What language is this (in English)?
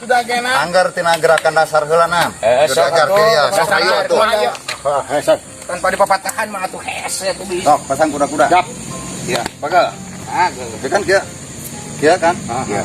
Sundanese